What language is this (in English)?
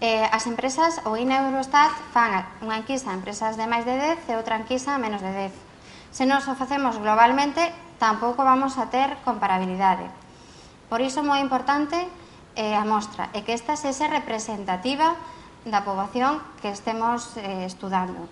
Galician